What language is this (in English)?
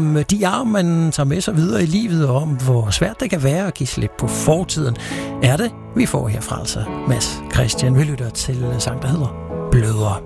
Danish